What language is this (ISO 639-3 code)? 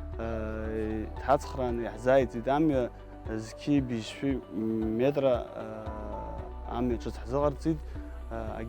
abk